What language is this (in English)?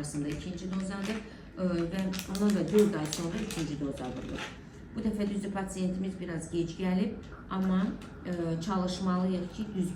Azerbaijani